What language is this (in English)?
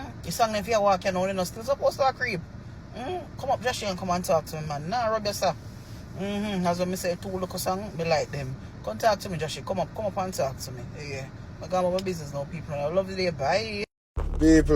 Jamaican Creole English